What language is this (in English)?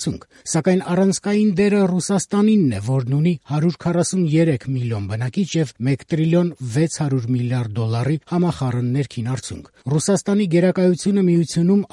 Armenian